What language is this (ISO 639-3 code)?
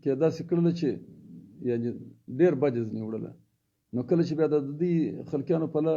pus